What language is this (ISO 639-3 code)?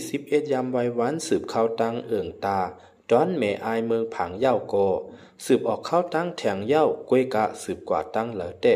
shn